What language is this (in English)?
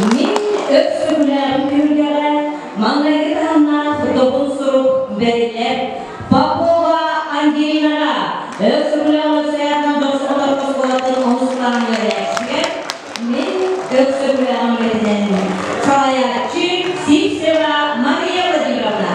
Yakut